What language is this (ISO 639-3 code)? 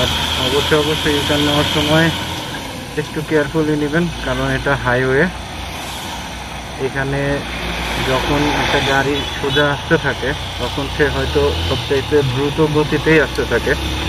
ben